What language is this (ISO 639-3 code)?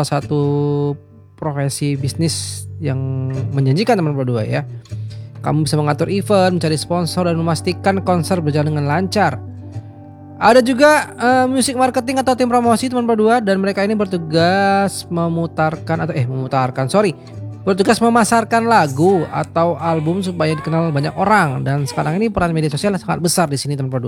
ind